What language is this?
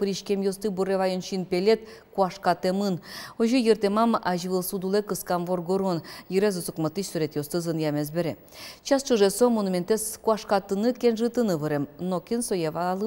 Udmurt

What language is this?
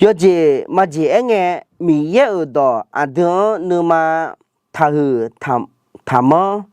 Akha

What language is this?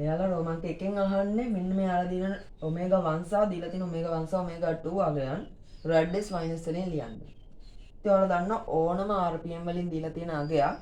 Sinhala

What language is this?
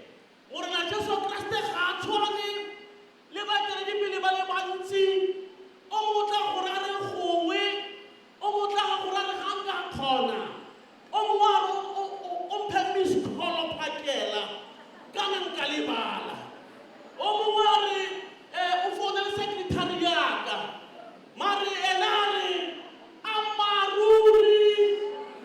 Tswana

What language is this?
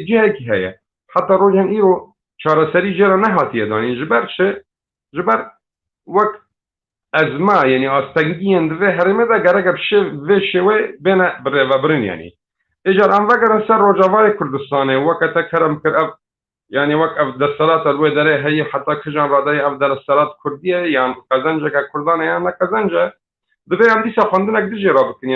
Kurdish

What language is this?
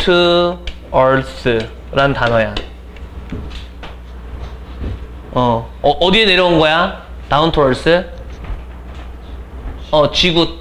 Korean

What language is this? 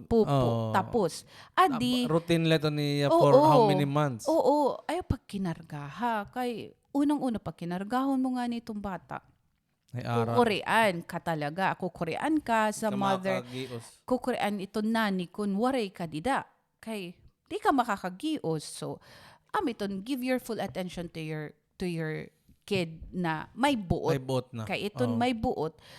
Waray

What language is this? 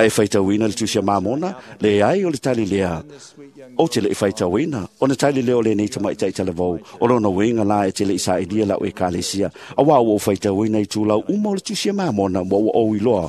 Samoan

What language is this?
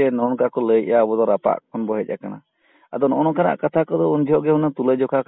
Santali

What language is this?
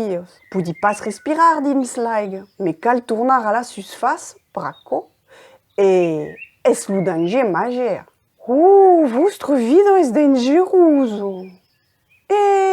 Occitan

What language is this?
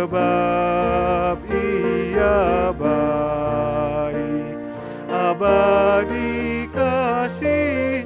Indonesian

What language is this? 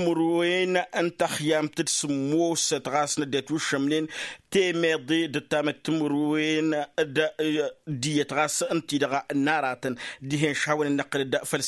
Tamasheq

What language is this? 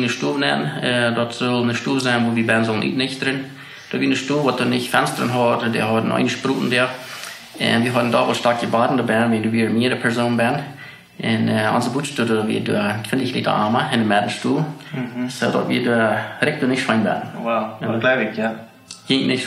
Plautdietsch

